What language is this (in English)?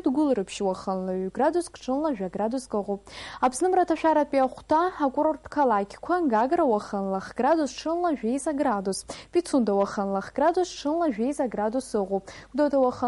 Abkhazian